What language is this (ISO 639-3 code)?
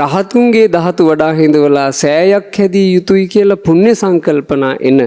sin